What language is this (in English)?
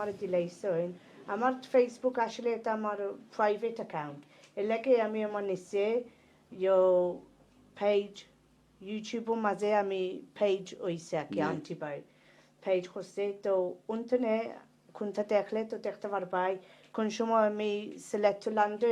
Sylheti